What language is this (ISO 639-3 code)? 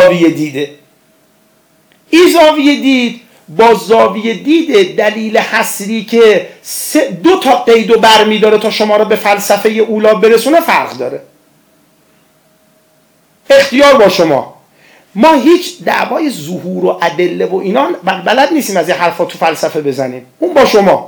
fas